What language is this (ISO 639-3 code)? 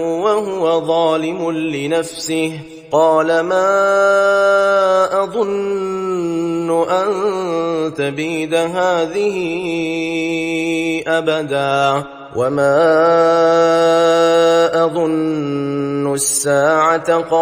ara